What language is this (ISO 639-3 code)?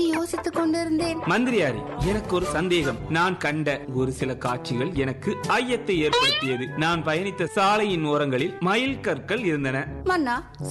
tam